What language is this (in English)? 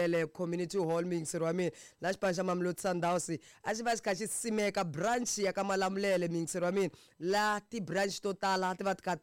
Tsonga